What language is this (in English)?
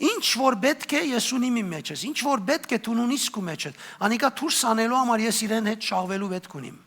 Western Armenian